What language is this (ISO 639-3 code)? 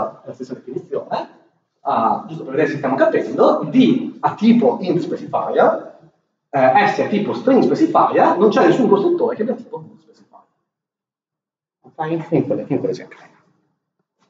ita